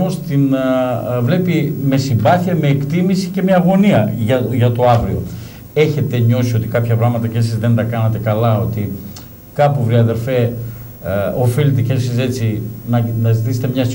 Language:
Greek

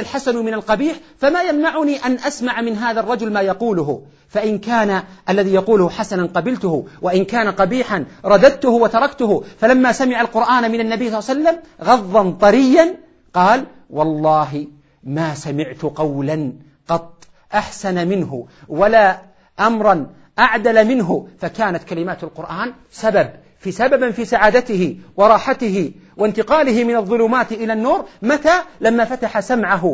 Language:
Arabic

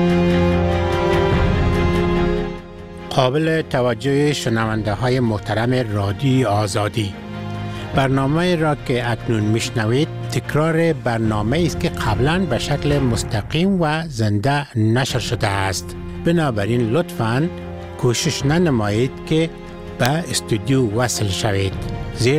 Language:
Persian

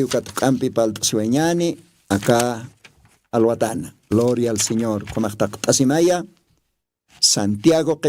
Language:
Aymara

